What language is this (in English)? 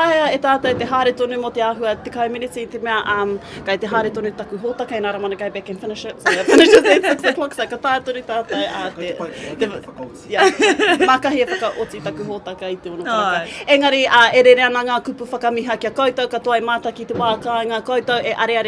Māori